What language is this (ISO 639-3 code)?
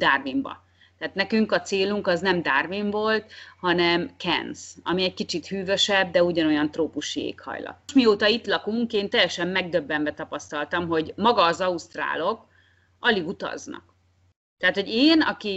hun